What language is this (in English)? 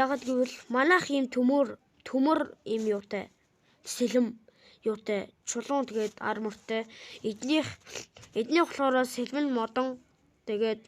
Mongolian